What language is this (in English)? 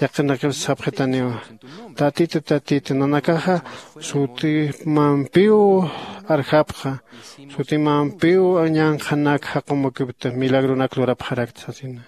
Aymara